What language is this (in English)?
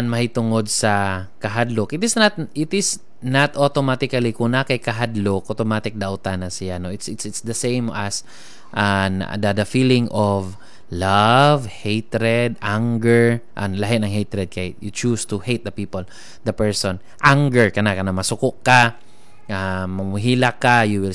Cebuano